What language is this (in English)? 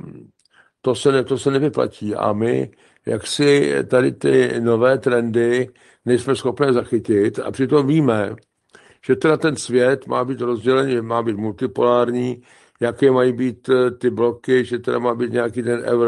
Czech